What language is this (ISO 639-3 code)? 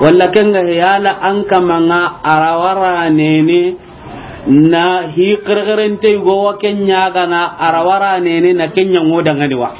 snk